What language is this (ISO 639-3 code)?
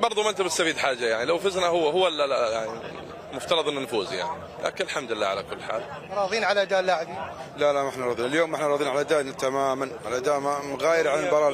acm